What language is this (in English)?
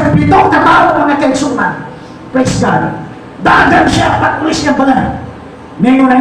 Cebuano